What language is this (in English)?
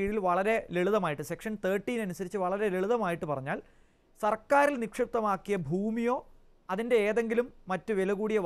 Malayalam